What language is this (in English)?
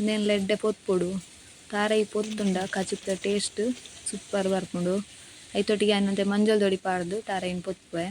Tulu